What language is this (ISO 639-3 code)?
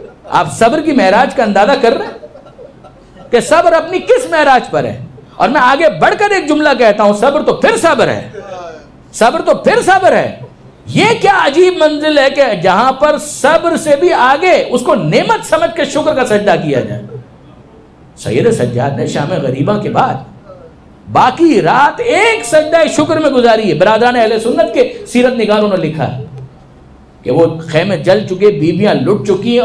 urd